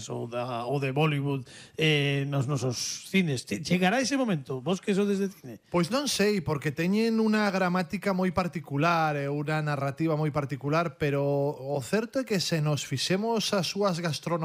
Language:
Galician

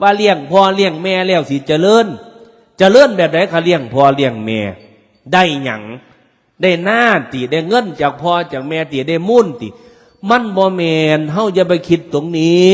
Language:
Northeastern Thai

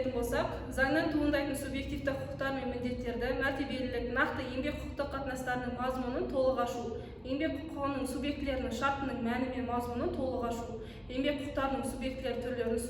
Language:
Kazakh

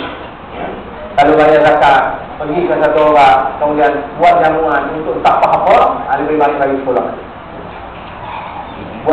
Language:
Malay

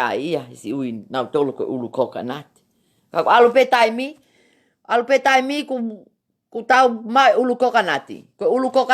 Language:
Tongan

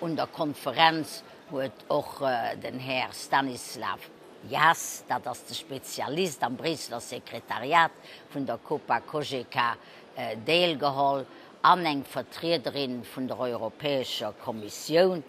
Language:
Luxembourgish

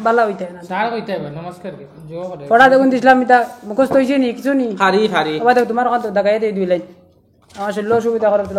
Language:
Sylheti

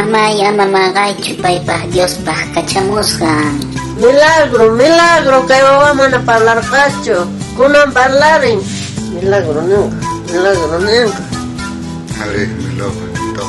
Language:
South Bolivian Quechua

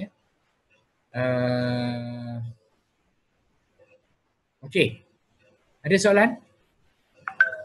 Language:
Malay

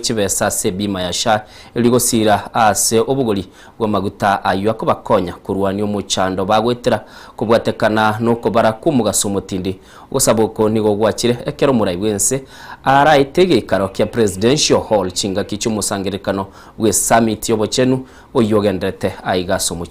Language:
Gusii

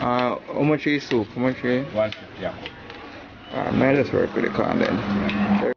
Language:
Jamaican Creole English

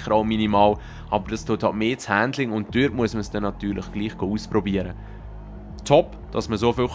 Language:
Swiss German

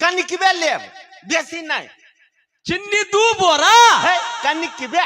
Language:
Maithili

